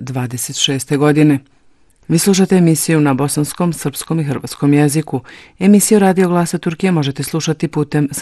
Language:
Bosnian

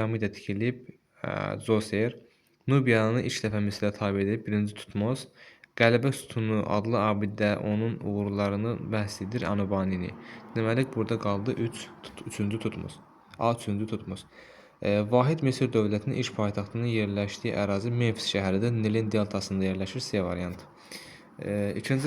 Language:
Azerbaijani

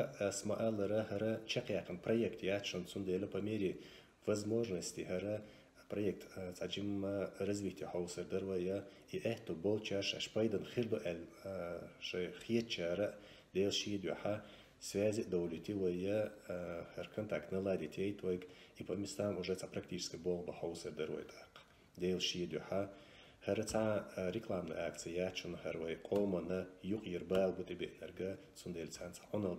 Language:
Chechen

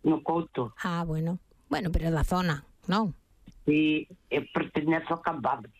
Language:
Galician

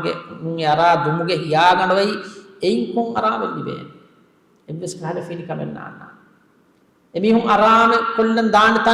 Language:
Divehi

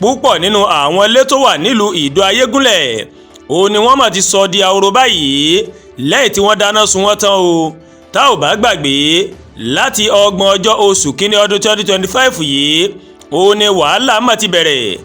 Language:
Yoruba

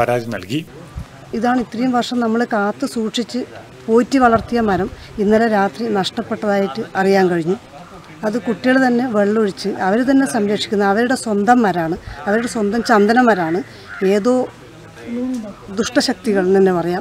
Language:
Malayalam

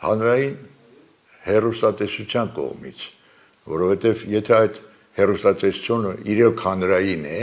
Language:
Armenian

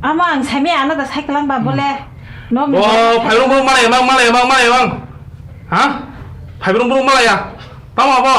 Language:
Kok Borok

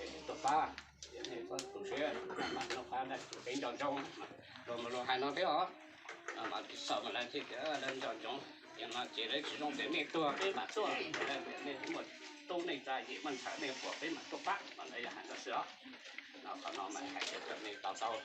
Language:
Hmong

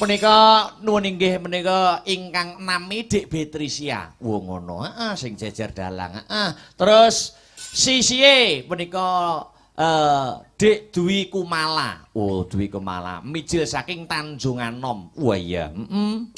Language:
Javanese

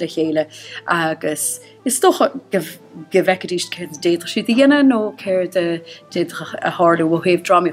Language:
Irish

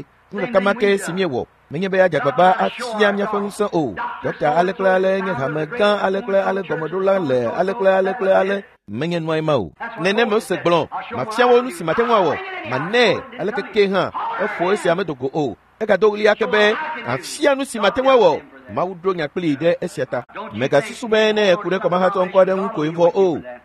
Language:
Ewe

